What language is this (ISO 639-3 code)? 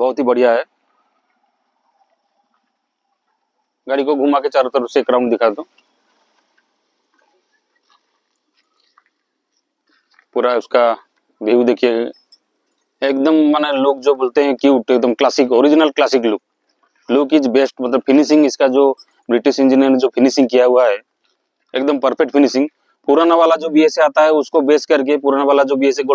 hin